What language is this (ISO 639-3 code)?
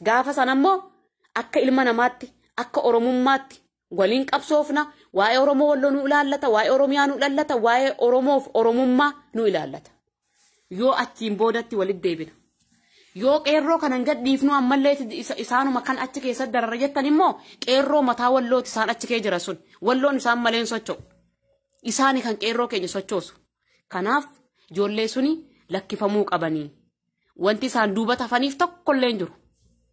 orm